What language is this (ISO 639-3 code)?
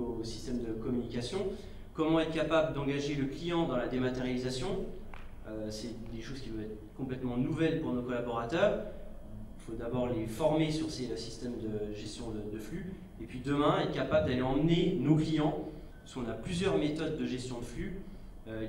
fra